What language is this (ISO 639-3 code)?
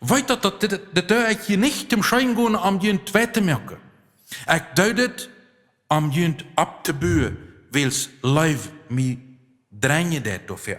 pdt